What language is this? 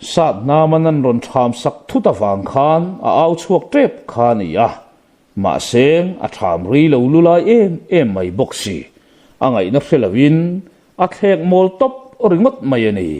Mizo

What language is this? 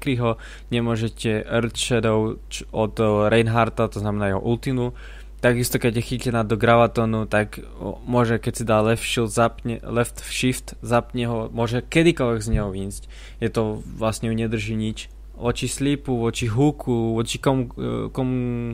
Slovak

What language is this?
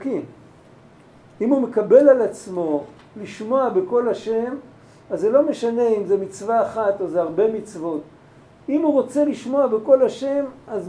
Hebrew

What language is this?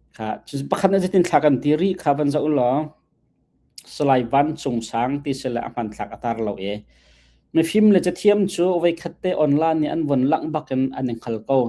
Hakha Chin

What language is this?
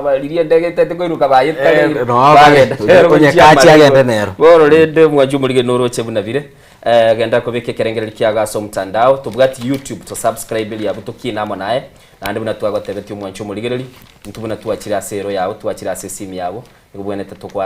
Gusii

